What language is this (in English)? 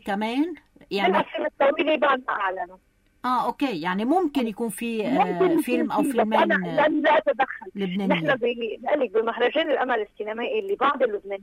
North Levantine Arabic